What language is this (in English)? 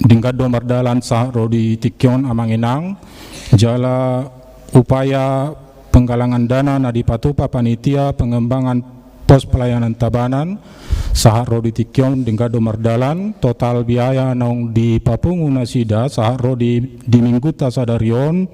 Batak Toba